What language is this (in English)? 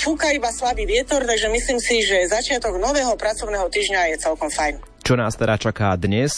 Slovak